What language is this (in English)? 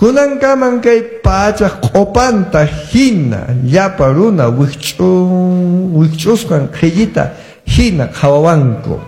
Quechua